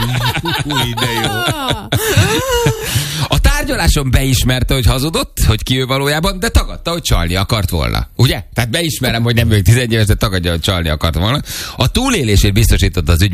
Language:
Hungarian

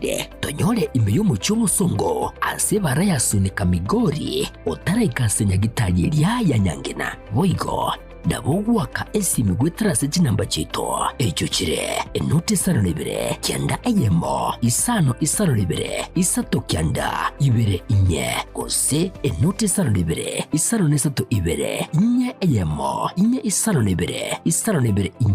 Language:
Gusii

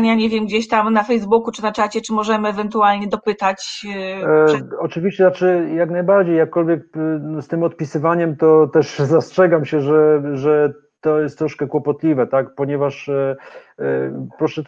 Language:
Polish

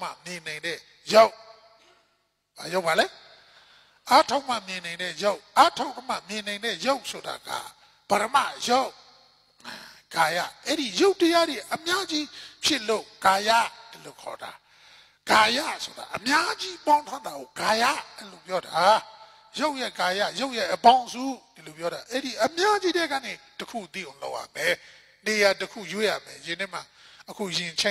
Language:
Burmese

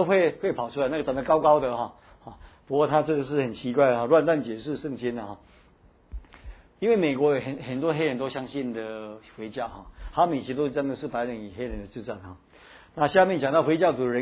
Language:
Chinese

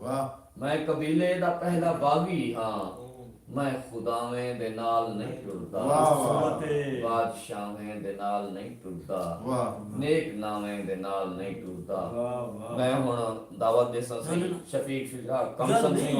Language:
Saraiki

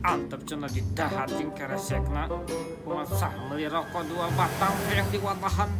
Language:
Sundanese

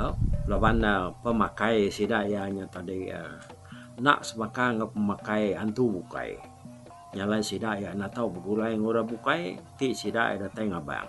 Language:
Iban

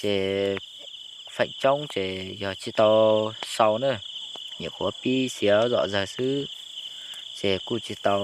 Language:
Hmong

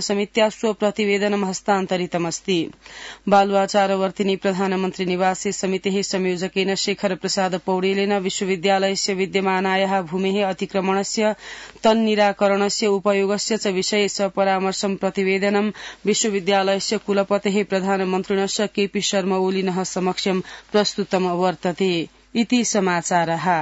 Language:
Sanskrit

